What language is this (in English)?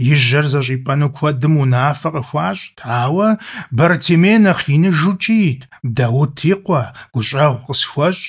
Kabardian